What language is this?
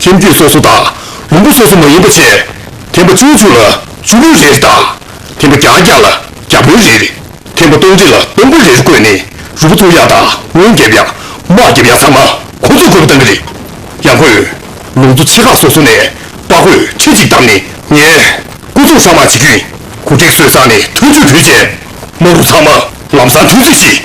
Tibetan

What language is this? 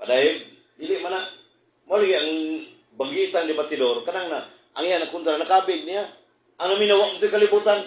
Cebuano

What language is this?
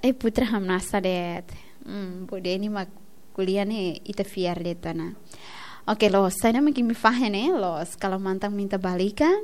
Tetum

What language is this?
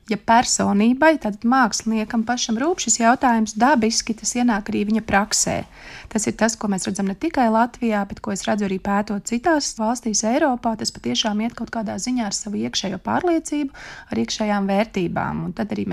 Latvian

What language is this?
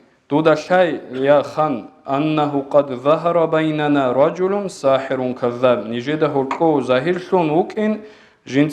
Avaric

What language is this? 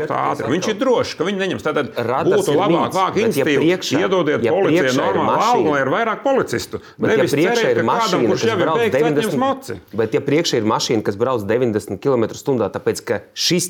Latvian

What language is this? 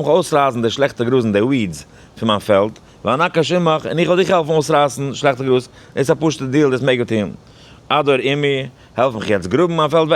Yiddish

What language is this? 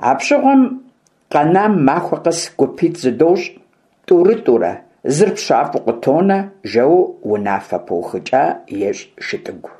Kabardian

